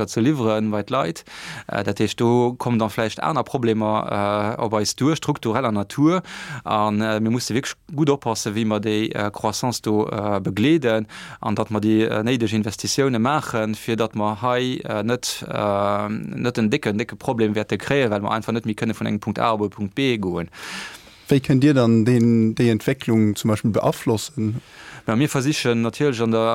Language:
Luxembourgish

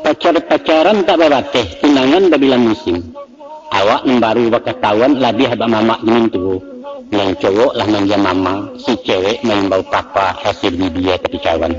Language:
Minangkabau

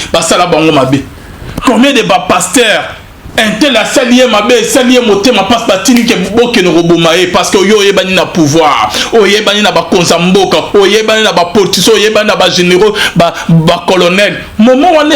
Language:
Lingala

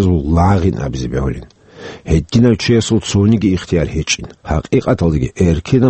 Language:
Avaric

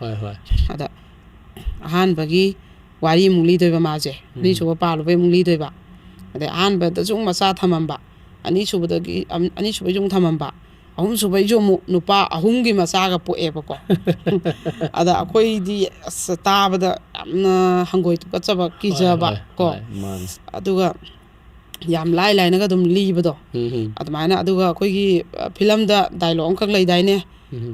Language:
Manipuri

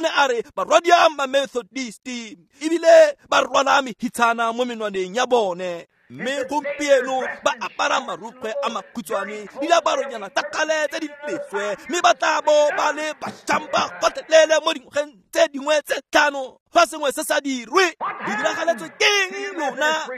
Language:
Tswana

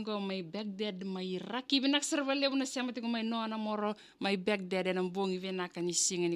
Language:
Fijian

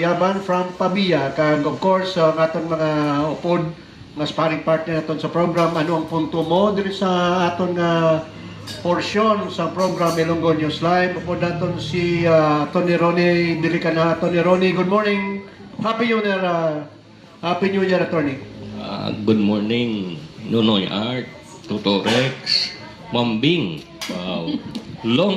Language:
Hiligaynon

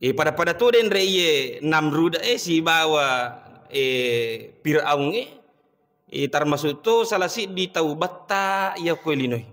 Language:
Buginese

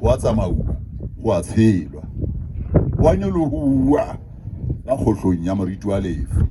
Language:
Southern Sotho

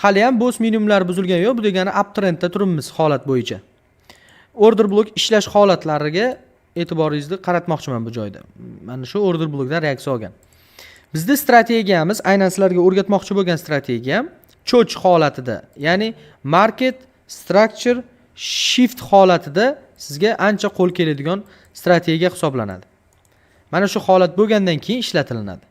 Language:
Uzbek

